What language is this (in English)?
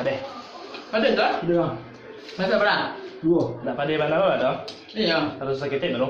Minangkabau